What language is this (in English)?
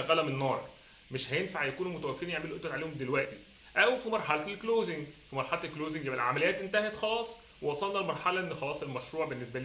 Egyptian Arabic